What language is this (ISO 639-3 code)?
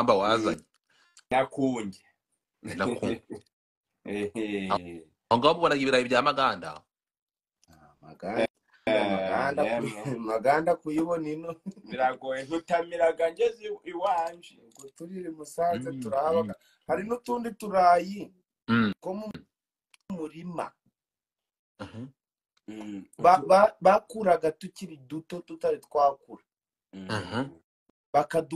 kin